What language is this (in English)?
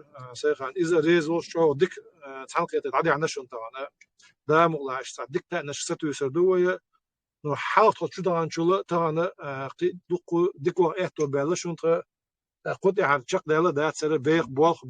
Chechen